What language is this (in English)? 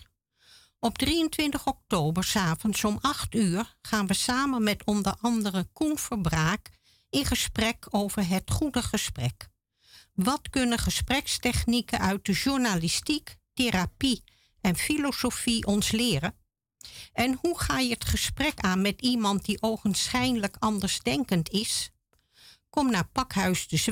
Dutch